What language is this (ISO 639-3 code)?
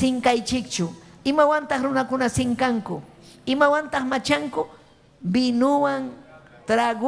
quy